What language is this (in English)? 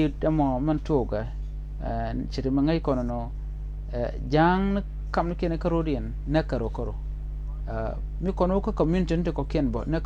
Nuer